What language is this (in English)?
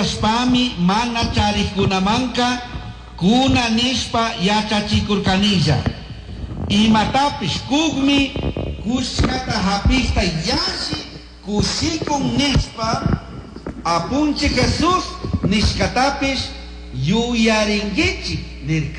Chimborazo Highland Quichua